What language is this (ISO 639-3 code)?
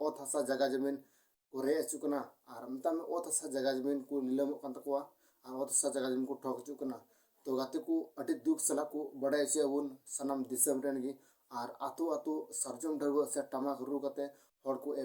sat